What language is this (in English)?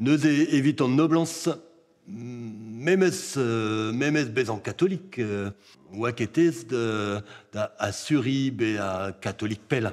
Breton